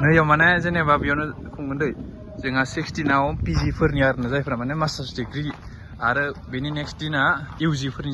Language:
Bodo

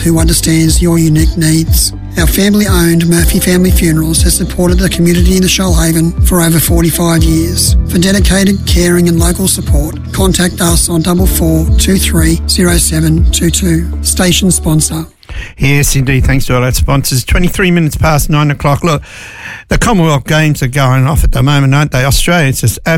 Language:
English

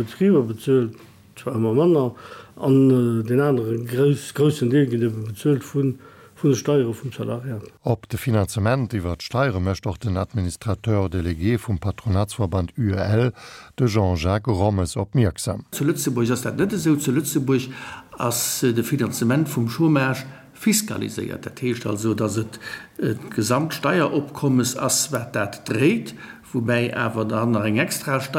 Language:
Luxembourgish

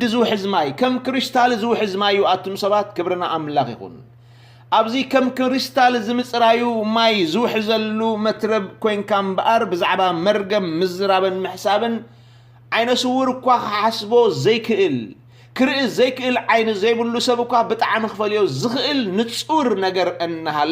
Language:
Tigrinya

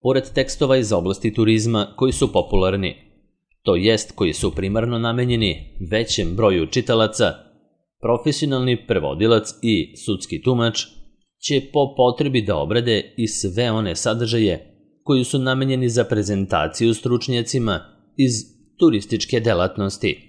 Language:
Serbian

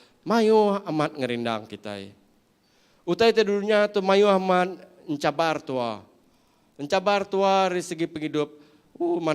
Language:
Iban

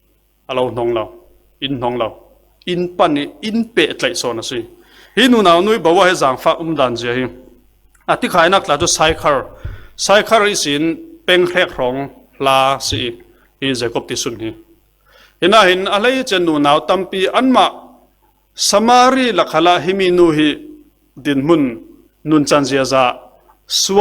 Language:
Falam Chin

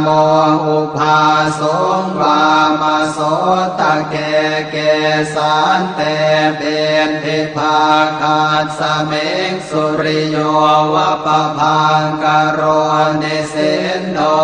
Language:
Pali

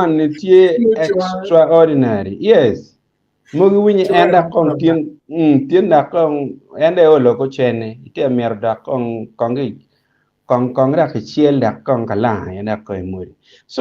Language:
Acoli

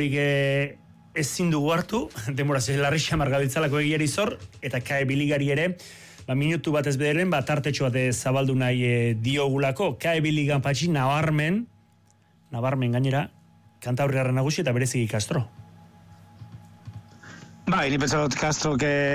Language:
Basque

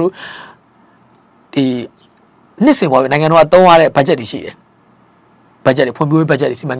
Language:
Burmese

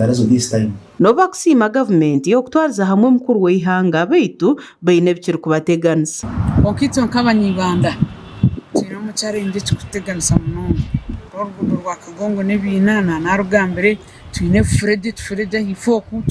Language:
Nyankole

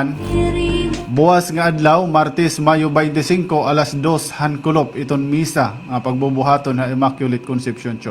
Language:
Waray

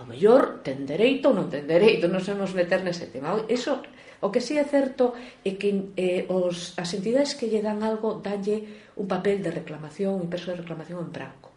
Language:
Galician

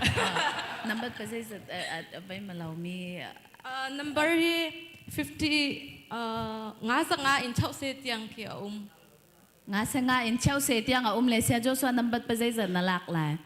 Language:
Hakha Chin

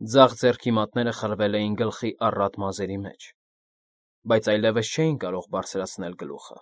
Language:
Armenian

